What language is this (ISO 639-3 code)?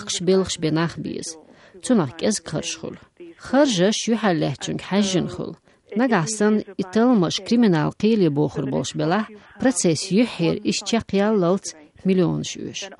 che